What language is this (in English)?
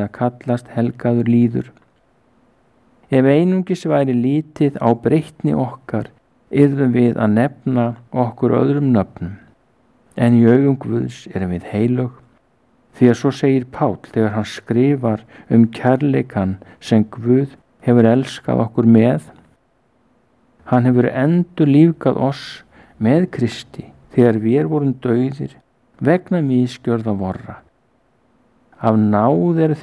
Icelandic